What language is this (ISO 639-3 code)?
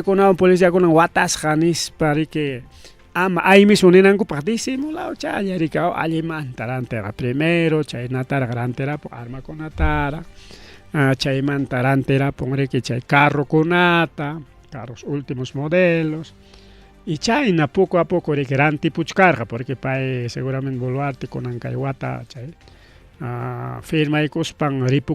quy